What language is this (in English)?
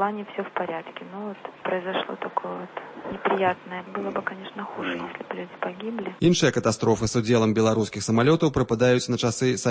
Belarusian